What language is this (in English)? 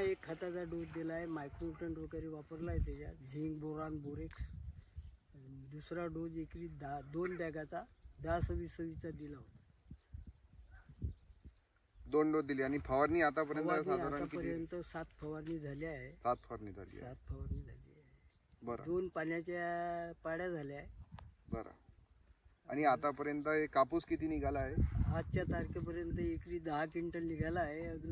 Marathi